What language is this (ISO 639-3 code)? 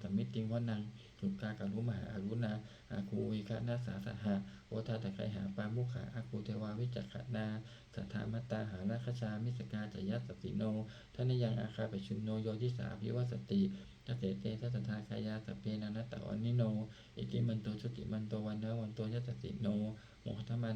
pli